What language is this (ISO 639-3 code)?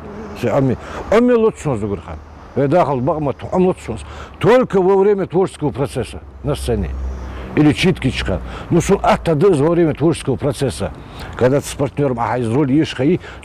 inh